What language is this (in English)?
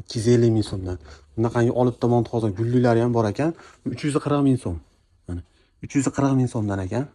Uzbek